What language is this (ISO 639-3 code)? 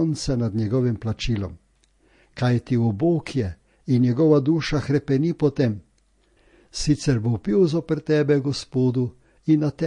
slv